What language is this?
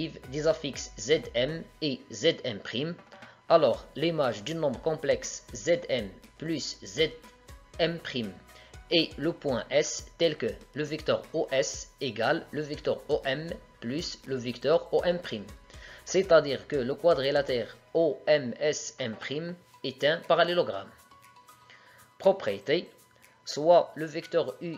French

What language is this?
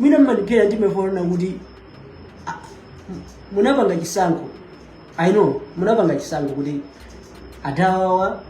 Nyanja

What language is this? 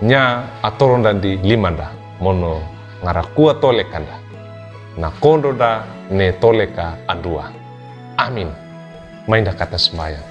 Wejewa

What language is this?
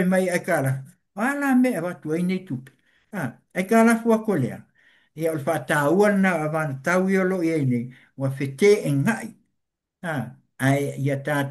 Samoan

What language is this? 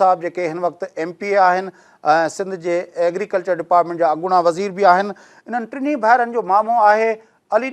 Sindhi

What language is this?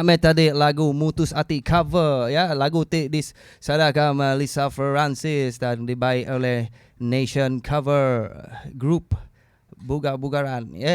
Iban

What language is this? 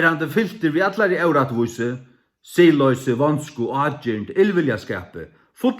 Faroese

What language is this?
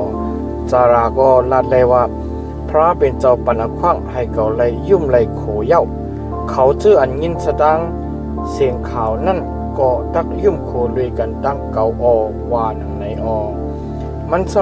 Shan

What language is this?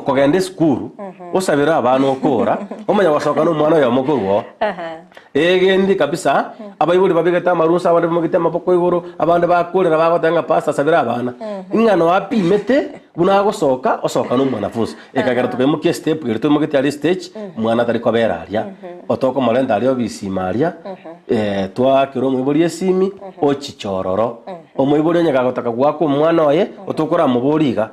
Gusii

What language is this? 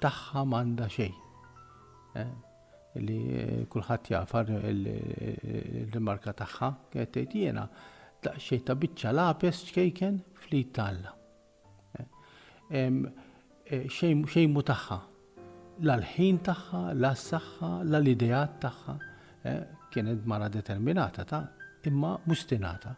Maltese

